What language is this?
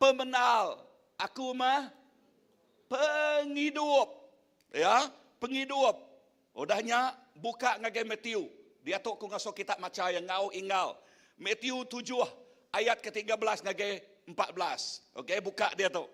Iban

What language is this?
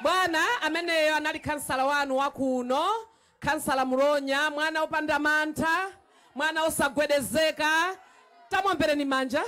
Nyanja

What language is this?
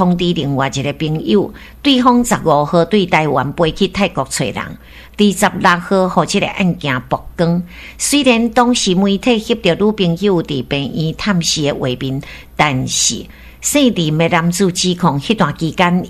Min Nan Chinese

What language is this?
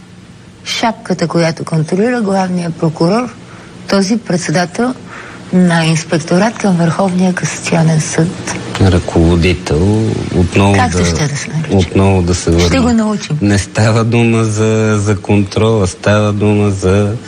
Bulgarian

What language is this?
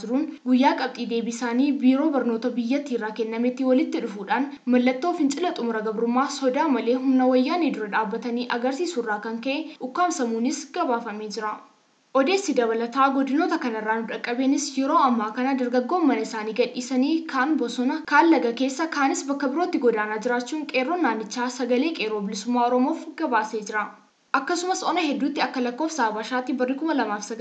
Oromo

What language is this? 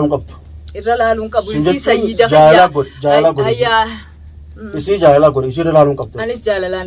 Oromo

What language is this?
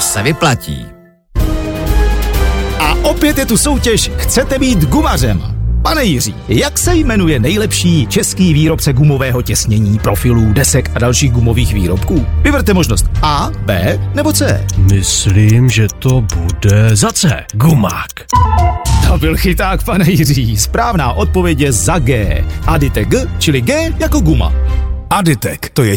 Czech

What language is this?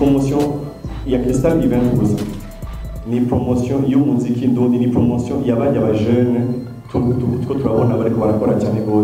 Kinyarwanda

